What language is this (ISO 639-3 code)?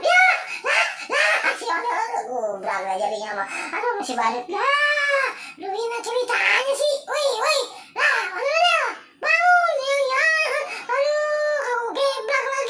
bew